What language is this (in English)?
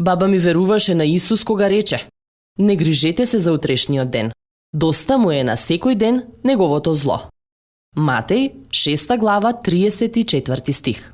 Macedonian